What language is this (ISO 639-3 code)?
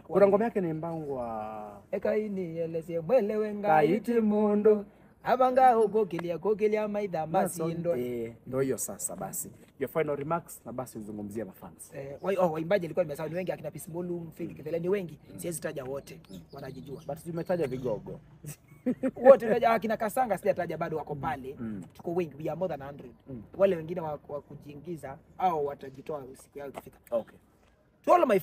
swa